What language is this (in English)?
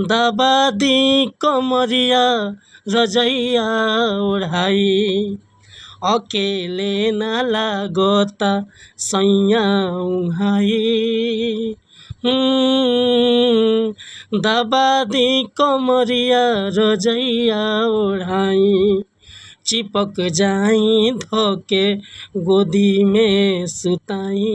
Bhojpuri